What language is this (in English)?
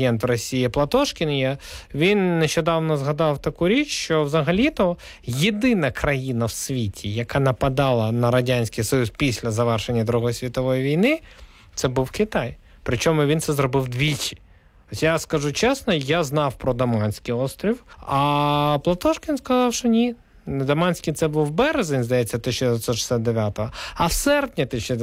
Ukrainian